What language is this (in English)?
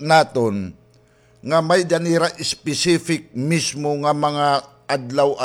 Waray